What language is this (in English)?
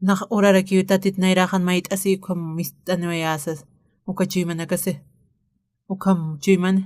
Aymara